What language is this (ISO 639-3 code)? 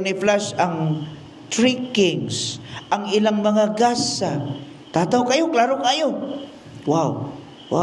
ceb